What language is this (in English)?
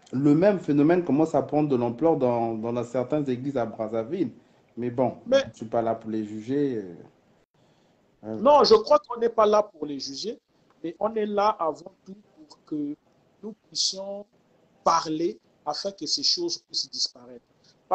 French